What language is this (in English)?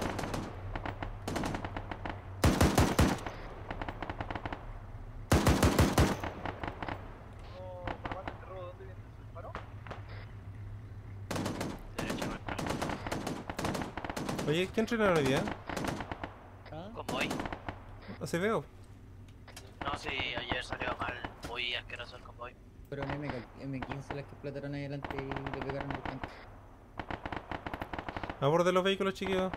Spanish